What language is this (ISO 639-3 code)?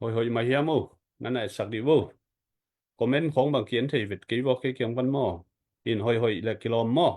ctd